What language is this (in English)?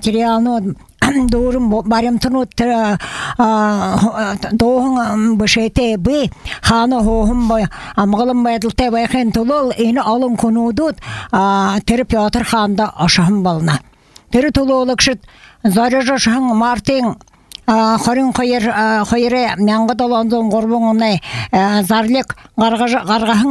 Buriat